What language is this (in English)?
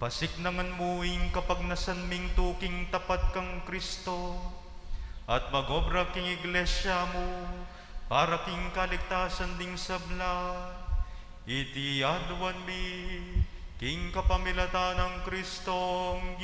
Pampanga